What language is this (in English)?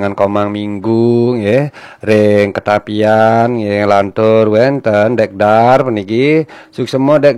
Balinese